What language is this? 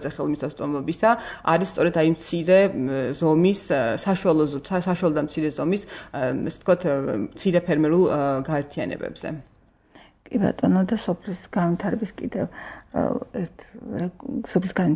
Georgian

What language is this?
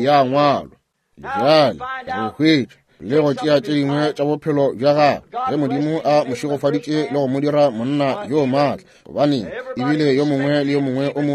Northern Sotho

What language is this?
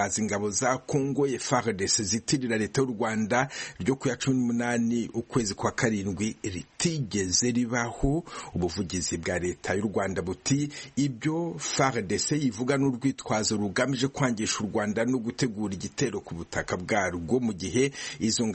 Kinyarwanda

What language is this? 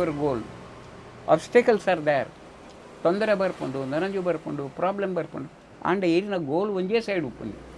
Tulu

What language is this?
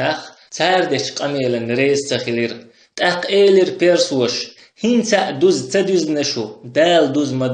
Chechen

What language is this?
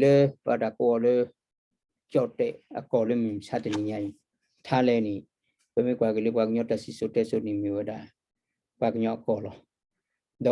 S'gaw Karen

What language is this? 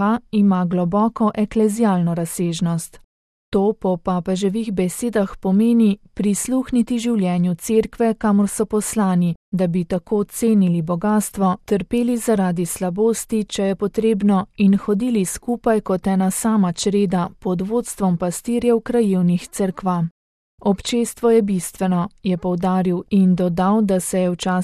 Slovenian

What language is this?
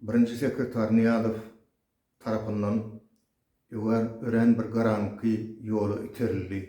Turkmen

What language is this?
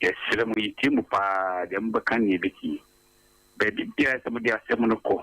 Akan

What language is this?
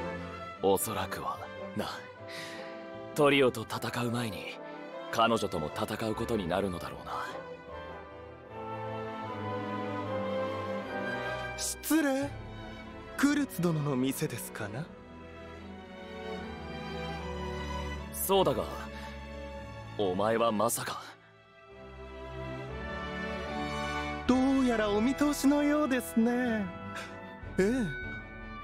Japanese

